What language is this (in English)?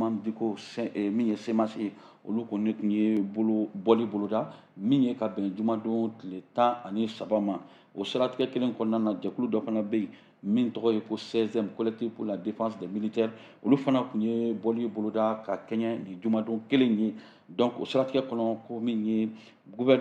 Bambara